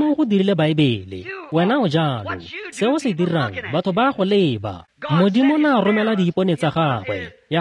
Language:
Tswana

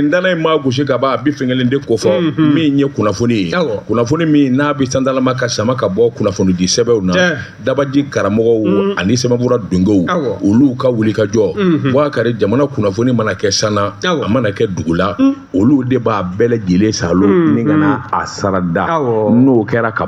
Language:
Bambara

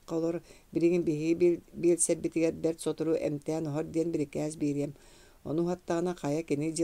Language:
Yakut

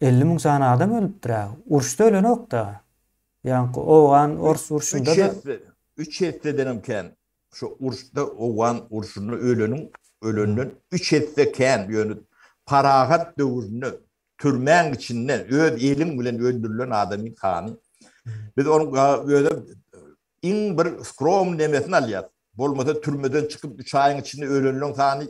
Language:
Turkmen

